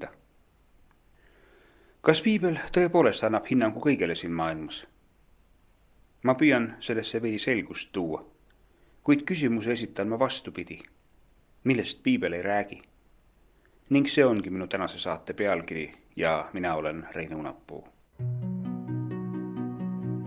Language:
Estonian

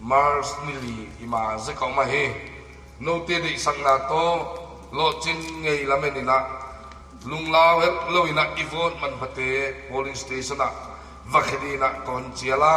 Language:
Paite Chin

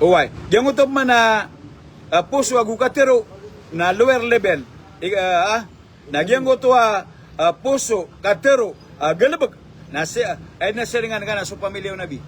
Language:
Maranao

